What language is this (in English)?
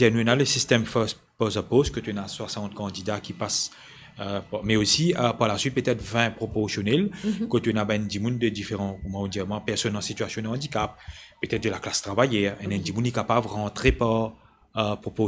Morisyen